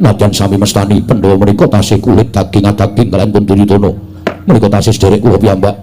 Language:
Javanese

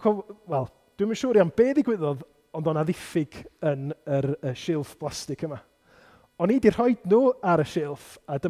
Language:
Welsh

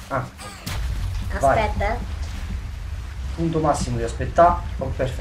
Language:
Italian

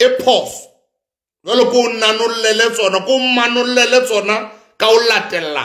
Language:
Southern Sotho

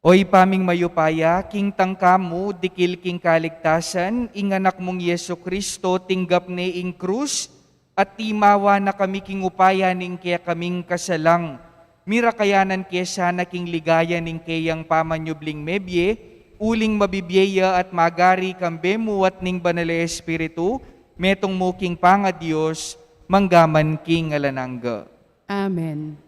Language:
Pampanga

